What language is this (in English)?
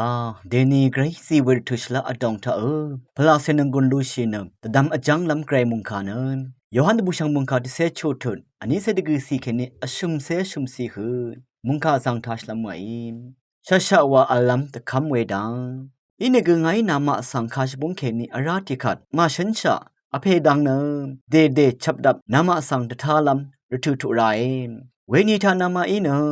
Rawang